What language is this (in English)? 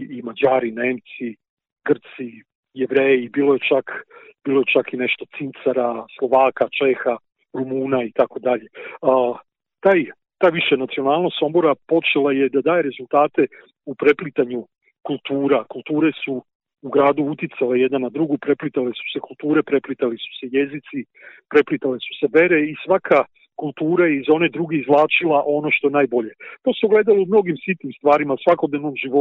Serbian